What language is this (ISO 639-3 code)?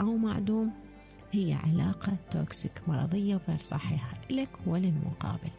acm